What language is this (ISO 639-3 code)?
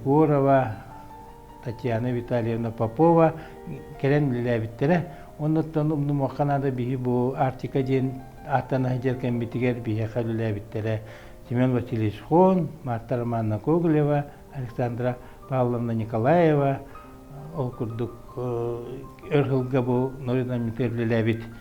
sah